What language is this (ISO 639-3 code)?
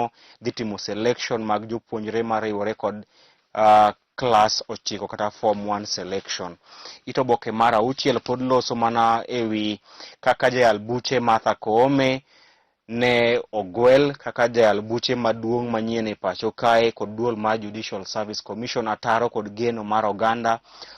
luo